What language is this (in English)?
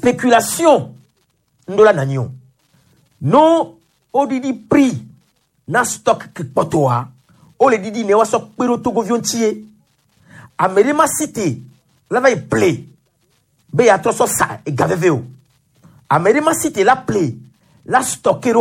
Gen